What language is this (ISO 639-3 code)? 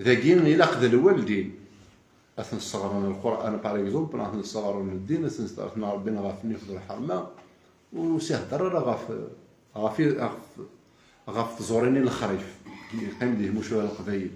kab